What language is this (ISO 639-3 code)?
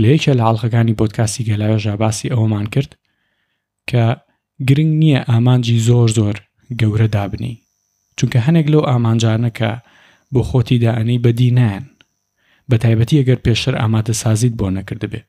ckb